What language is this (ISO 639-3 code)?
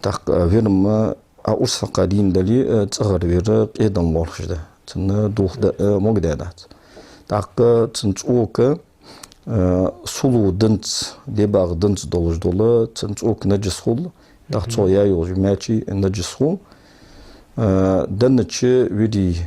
inh